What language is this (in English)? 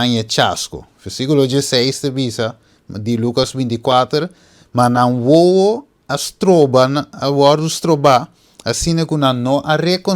Papiamento